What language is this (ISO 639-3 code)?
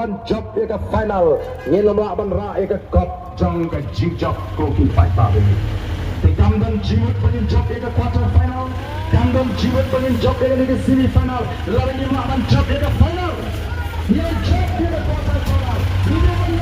kha